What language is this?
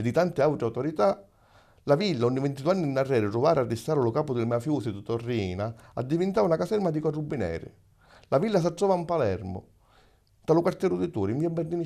Sicilian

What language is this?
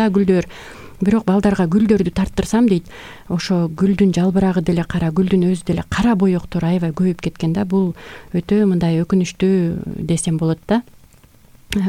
Kyrgyz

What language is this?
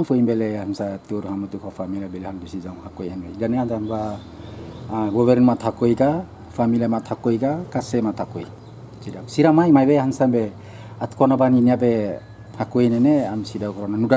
Tetum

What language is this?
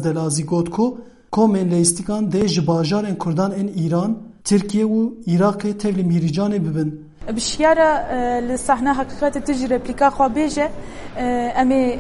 Kurdish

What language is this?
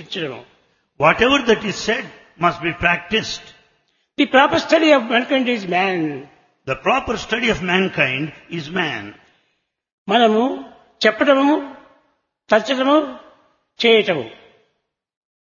Telugu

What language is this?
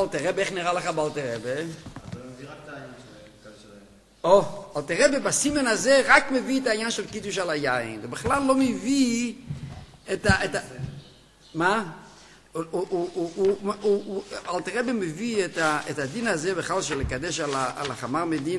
Hebrew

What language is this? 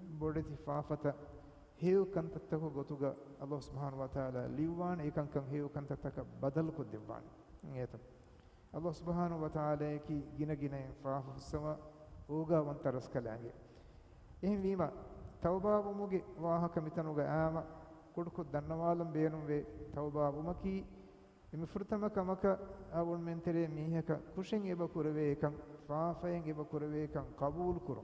Divehi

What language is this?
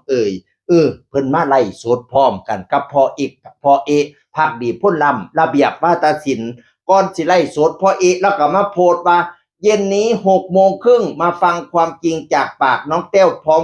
Northeastern Thai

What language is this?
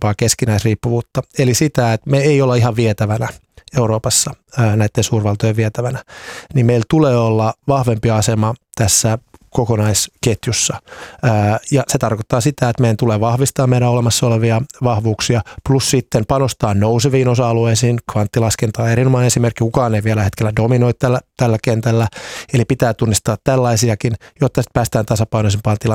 Finnish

